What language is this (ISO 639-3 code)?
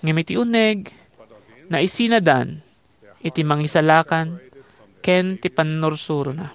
ilo